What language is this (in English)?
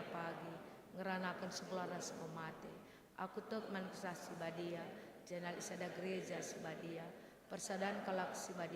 Batak Karo